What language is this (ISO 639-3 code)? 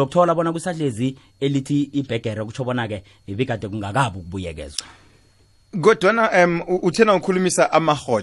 nbl